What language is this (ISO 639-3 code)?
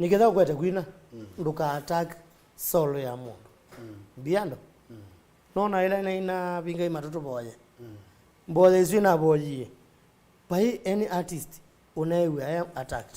kam